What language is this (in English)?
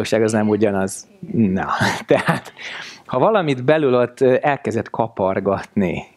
Hungarian